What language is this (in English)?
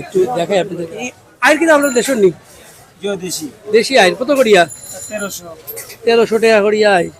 Sylheti